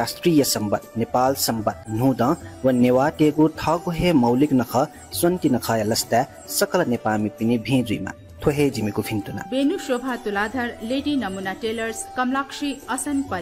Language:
Newari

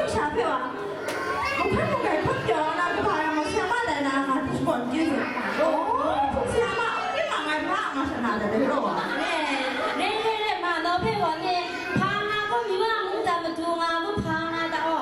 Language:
Kachin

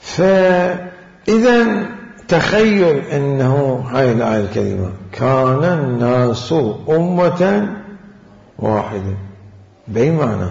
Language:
Mesopotamian Arabic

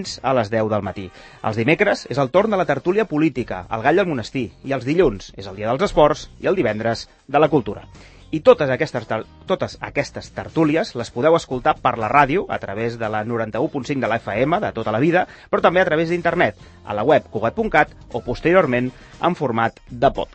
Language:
Catalan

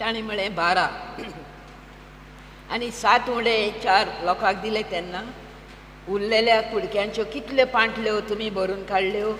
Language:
Konkani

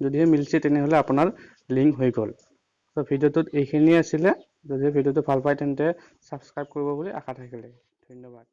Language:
Assamese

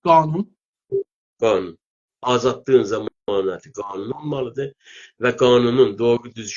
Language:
South Azerbaijani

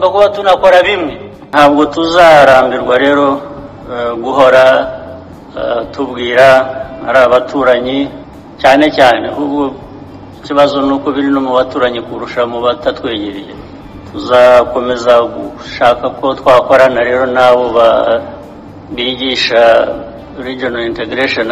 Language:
Kinyarwanda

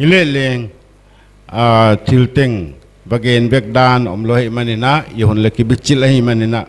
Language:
Paite Chin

